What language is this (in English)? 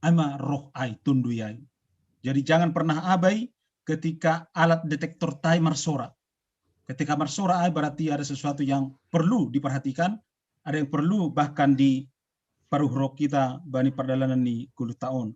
Batak Simalungun